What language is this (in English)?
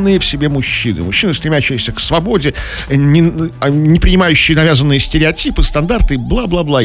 Russian